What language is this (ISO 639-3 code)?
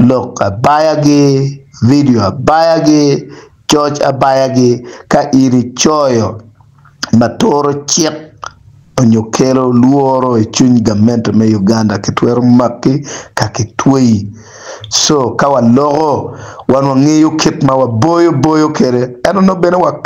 ach